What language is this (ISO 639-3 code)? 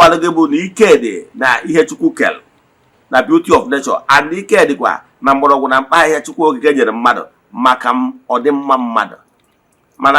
ibo